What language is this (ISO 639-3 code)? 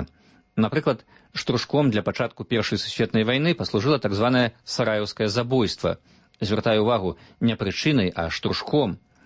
bel